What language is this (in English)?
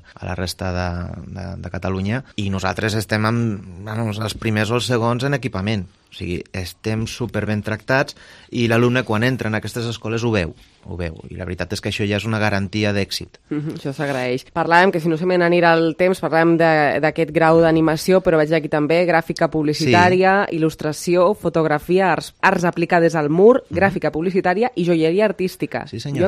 Catalan